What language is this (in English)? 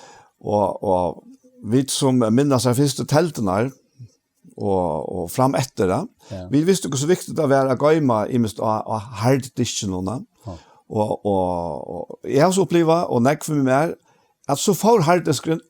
Faroese